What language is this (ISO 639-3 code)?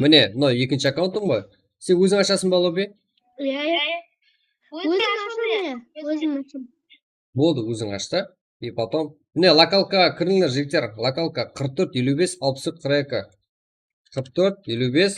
kaa